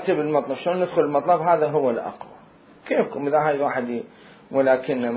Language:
Mesopotamian Arabic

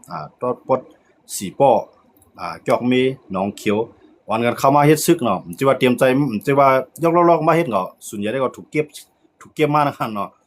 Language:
Shan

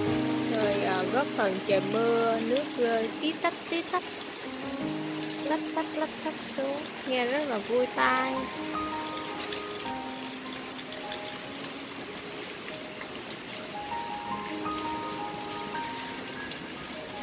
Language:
Vietnamese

